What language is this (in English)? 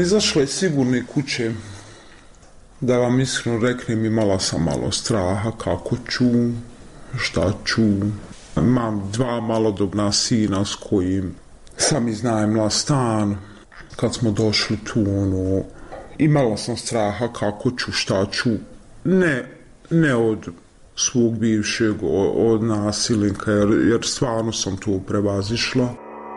Bosnian